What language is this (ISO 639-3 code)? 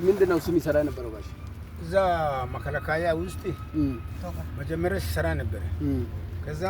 amh